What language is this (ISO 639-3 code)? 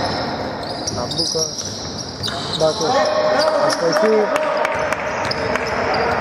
ell